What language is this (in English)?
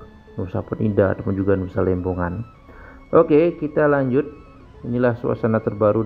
Indonesian